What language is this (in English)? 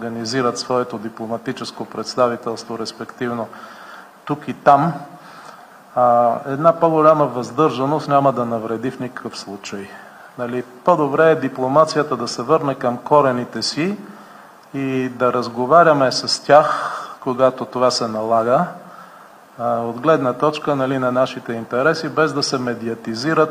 Bulgarian